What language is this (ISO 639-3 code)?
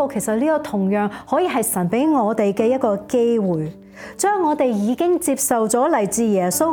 yue